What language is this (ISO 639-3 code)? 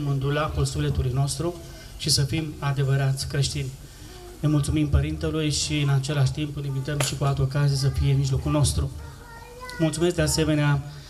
ron